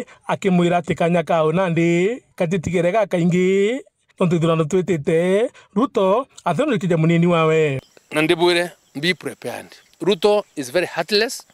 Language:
Meru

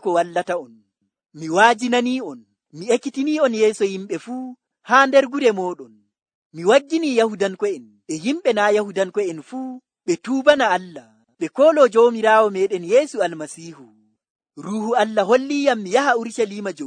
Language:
Nigerian Fulfulde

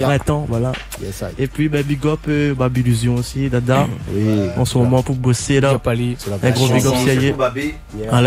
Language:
French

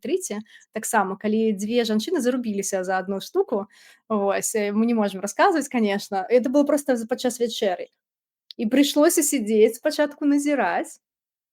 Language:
Belarusian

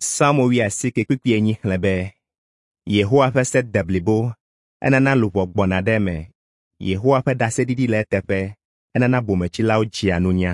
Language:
Ewe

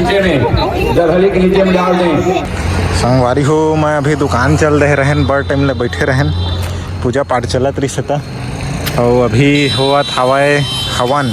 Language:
Chhattisgarhi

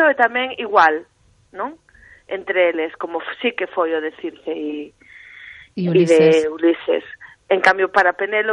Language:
Galician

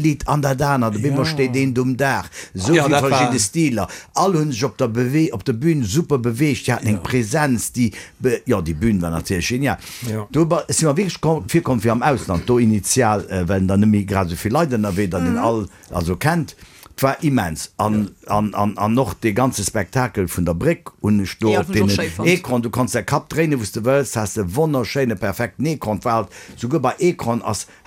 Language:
Luxembourgish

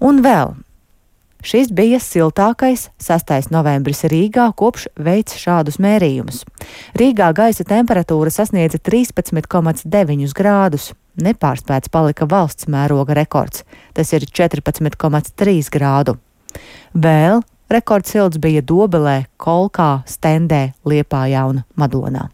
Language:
Latvian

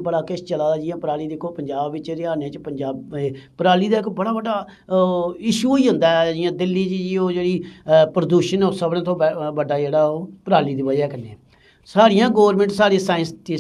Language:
Dogri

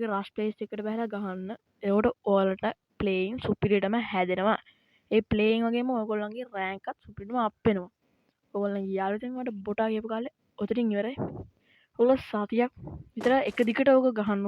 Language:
Sinhala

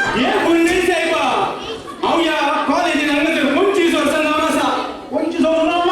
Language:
Konkani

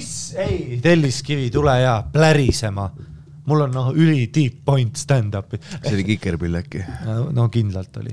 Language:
Estonian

